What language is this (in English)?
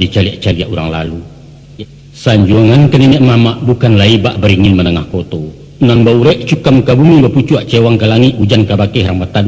Minangkabau